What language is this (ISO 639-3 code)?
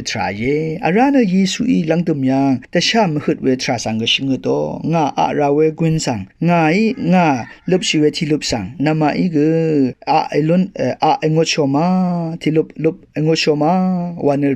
raw